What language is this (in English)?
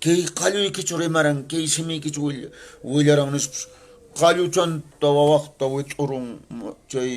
Quechua